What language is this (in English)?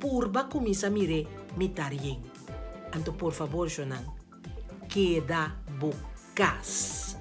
Papiamento